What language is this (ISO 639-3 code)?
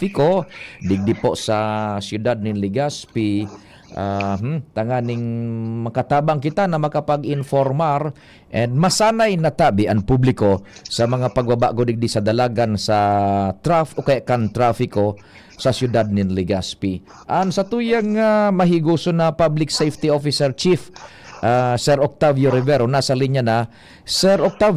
bik